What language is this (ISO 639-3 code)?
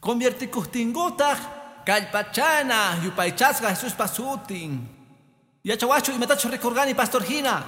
que